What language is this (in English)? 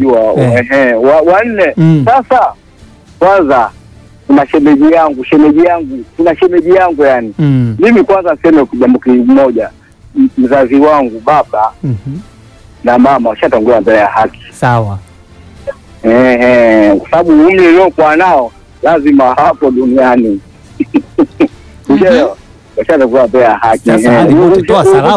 Swahili